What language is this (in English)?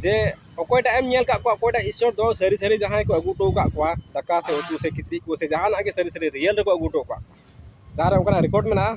Santali